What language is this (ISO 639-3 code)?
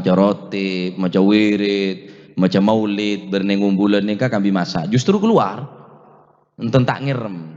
mad